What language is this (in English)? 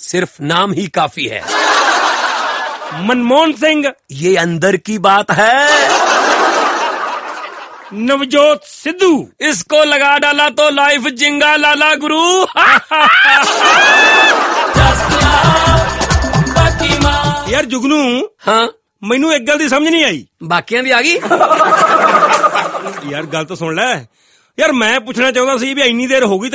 Punjabi